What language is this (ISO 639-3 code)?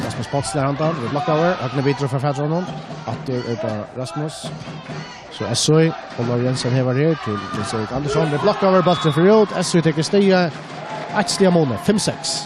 fao